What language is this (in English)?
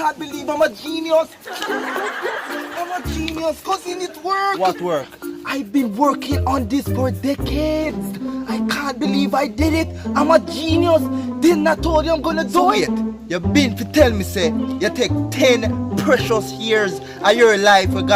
Jamaican Creole English